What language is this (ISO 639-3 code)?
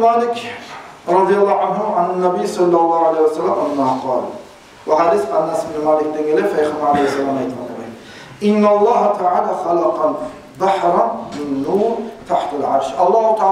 kum